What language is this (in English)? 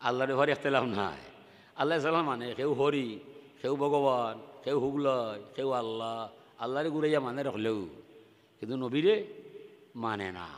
Sylheti